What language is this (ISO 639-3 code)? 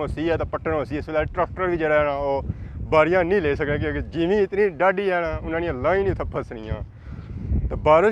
phr